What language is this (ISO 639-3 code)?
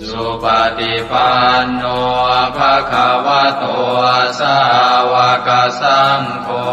pli